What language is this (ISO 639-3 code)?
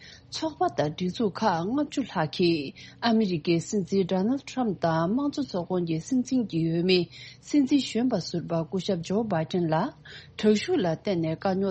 bod